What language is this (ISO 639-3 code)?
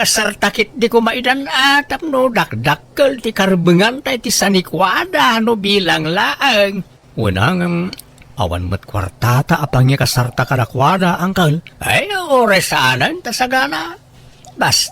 ilo